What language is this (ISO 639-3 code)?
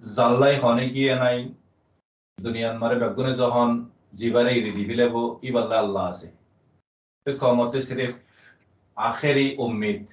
rhg